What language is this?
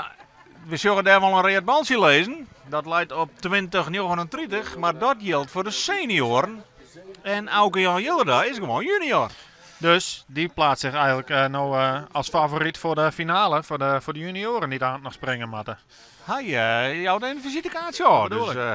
Western Frisian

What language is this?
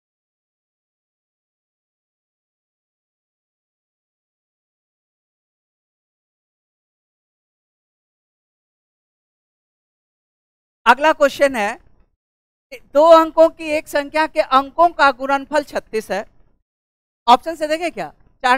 Hindi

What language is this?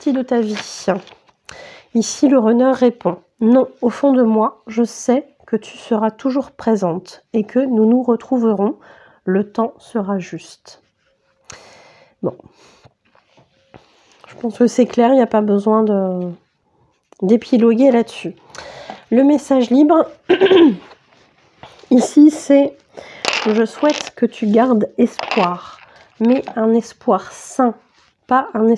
French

